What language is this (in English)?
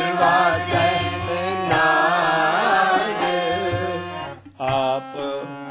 Punjabi